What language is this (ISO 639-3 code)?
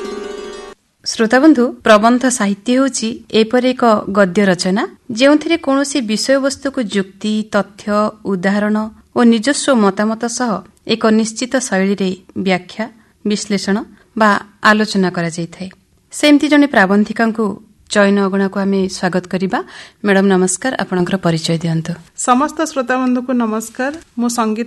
ori